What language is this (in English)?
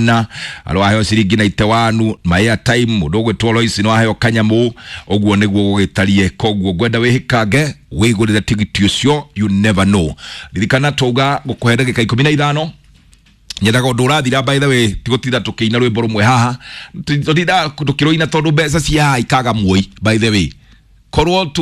Kikuyu